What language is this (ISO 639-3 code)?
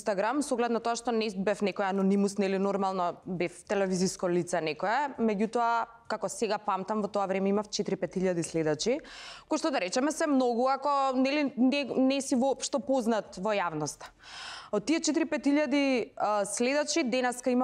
mkd